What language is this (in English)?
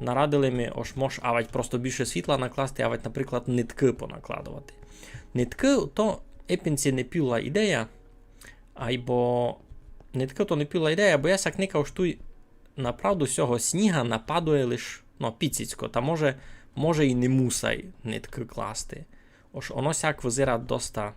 Rusyn